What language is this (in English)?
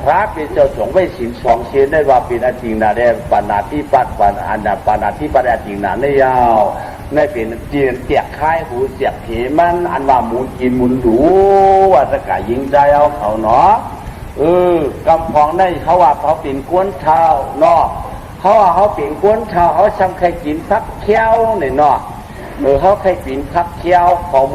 Shan